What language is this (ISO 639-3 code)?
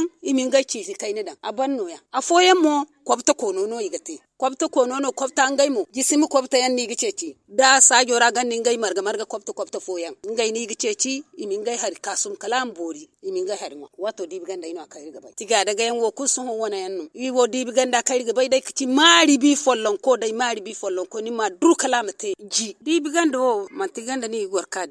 hau